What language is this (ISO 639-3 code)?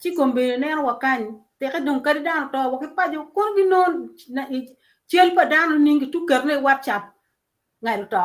ach